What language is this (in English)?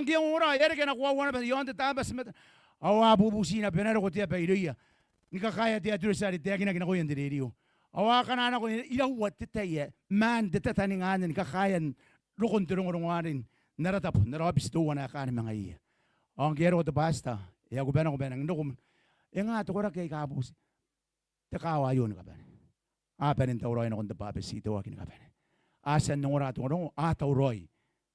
Gilbertese